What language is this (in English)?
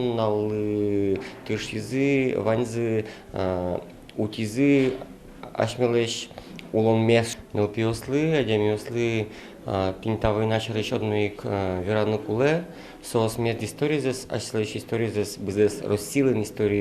Udmurt